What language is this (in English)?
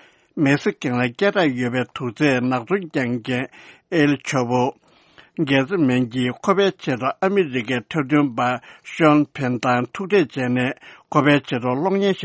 Tibetan